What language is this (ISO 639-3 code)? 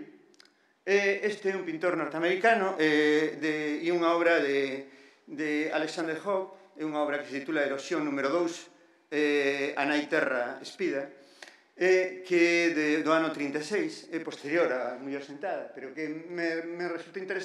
glg